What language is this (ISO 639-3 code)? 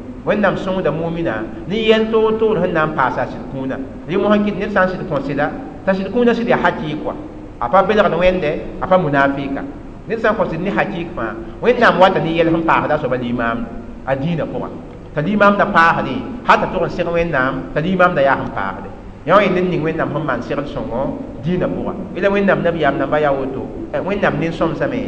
mos